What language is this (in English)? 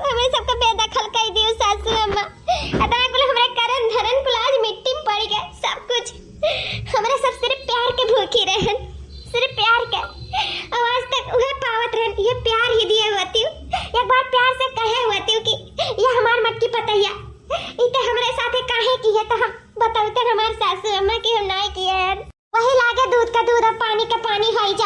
Awadhi